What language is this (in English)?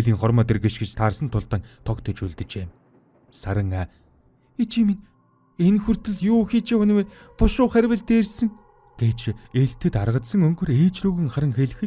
Mongolian